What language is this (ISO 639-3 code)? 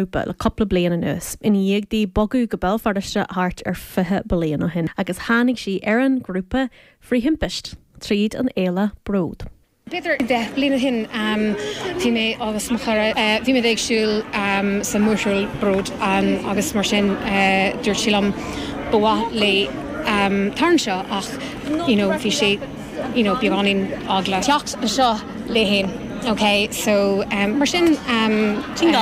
gle